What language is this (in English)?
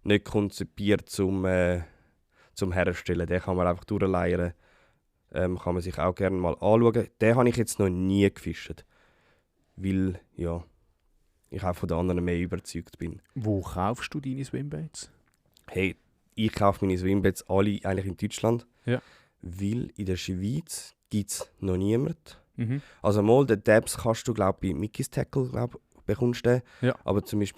Swiss German